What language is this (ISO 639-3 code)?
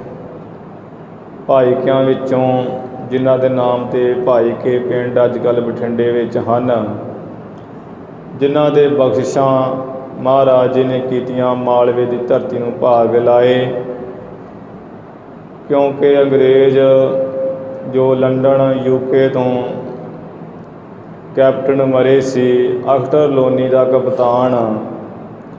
pan